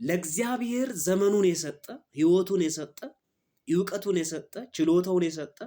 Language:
Amharic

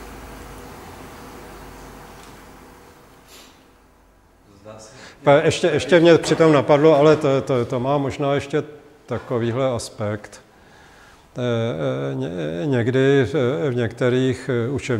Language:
Czech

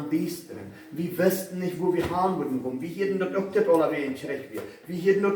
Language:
Plautdietsch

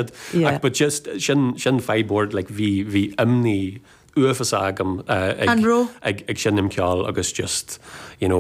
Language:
Irish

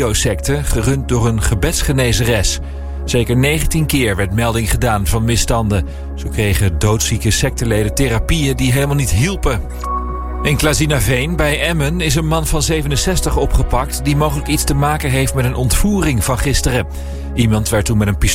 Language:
Dutch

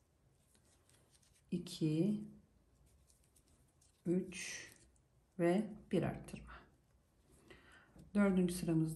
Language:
Turkish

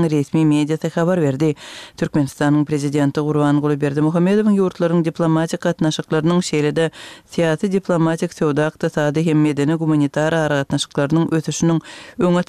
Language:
Turkmen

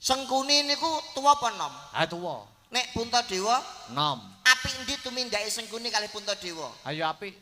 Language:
Javanese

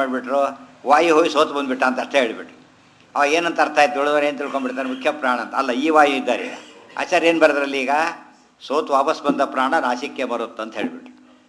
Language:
Kannada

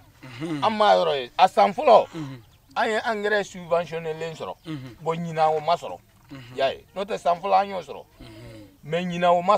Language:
Bambara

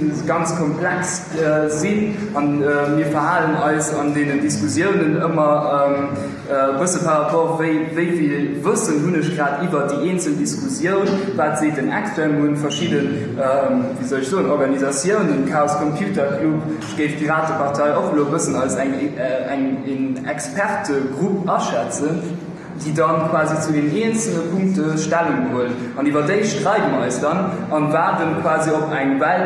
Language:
Luxembourgish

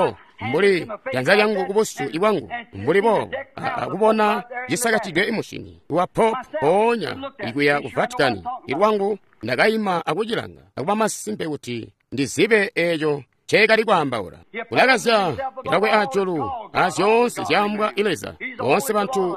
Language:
Tonga (Zambia)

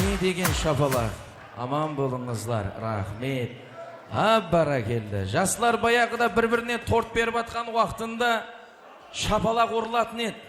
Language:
Kara-Kalpak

